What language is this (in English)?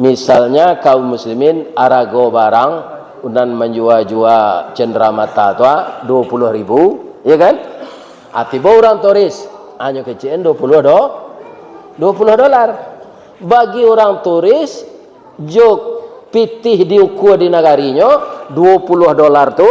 Minangkabau